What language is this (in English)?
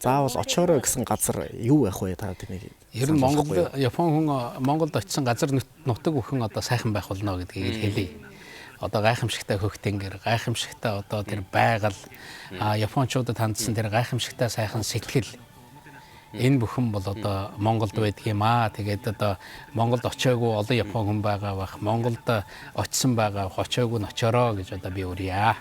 Mongolian